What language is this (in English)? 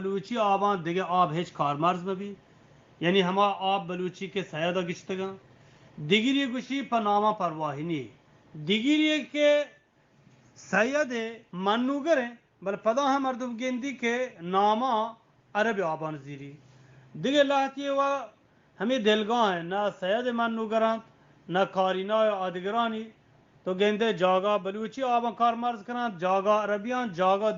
Eastern Balochi